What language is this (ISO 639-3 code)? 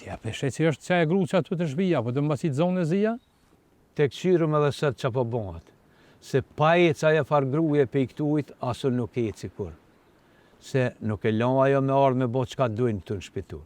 sqi